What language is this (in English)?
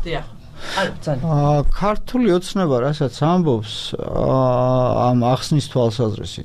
Georgian